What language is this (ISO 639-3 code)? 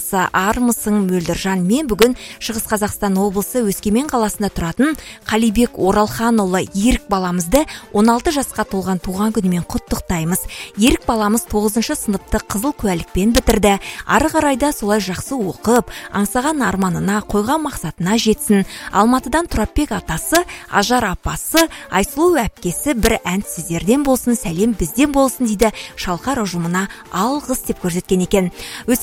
kaz